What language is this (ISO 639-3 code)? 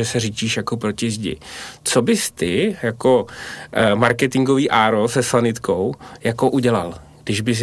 ces